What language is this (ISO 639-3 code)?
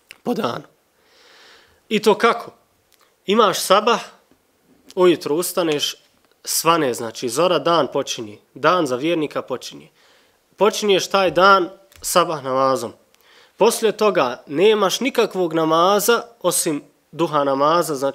bos